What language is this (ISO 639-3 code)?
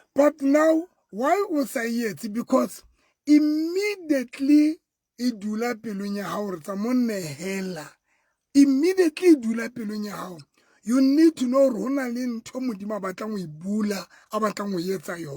sot